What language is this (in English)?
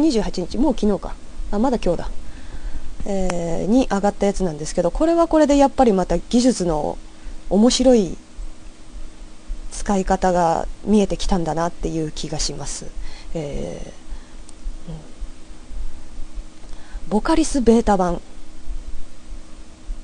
Japanese